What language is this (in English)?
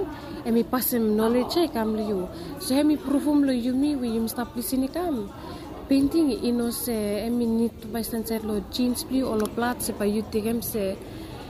Bislama